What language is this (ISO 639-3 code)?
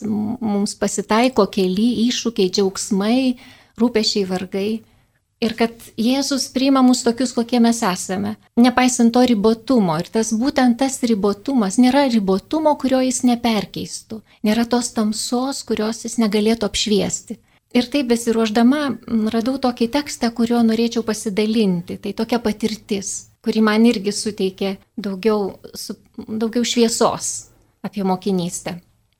lit